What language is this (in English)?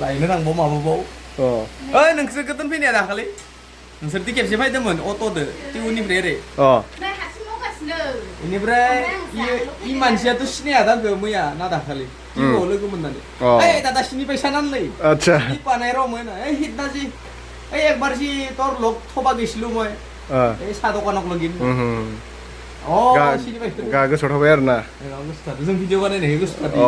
Bodo